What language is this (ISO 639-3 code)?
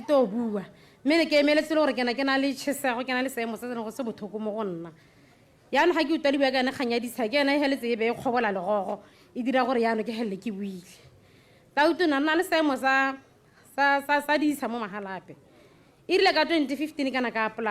tsn